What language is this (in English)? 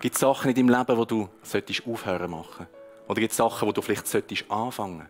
Swiss German